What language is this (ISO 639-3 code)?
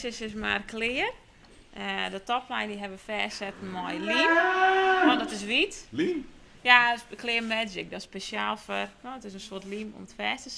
fry